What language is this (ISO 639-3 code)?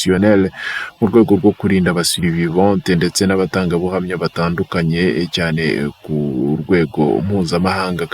kin